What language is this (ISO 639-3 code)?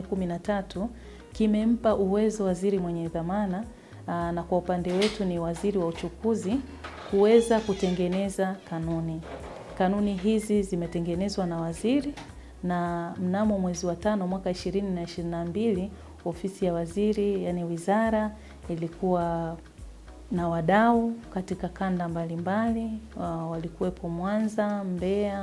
swa